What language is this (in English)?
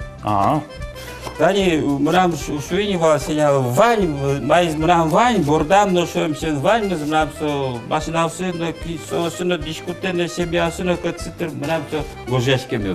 Udmurt